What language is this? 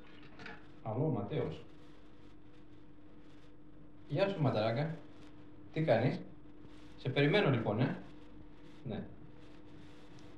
Swedish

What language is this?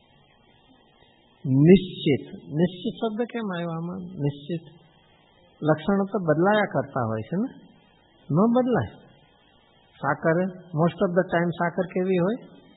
Gujarati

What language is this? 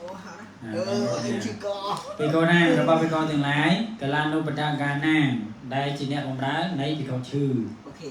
Khmer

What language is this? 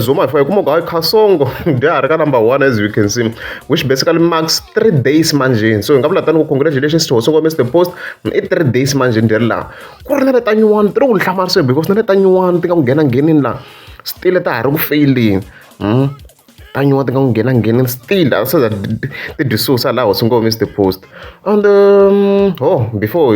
Tsonga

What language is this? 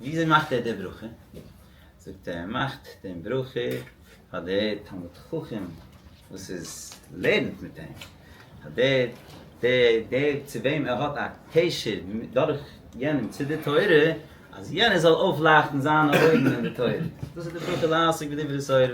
Yiddish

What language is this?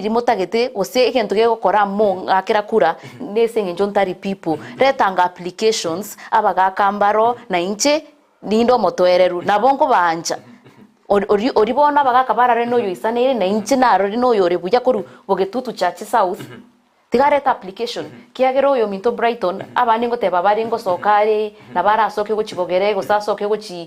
Gusii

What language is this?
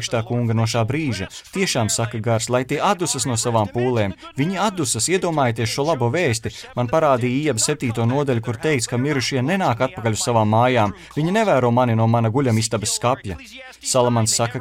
Latvian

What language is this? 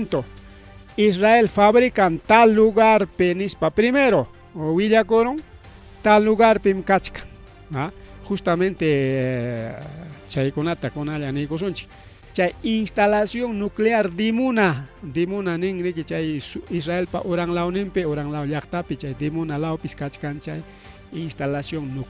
Ayacucho Quechua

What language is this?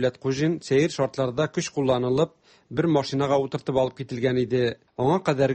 Tatar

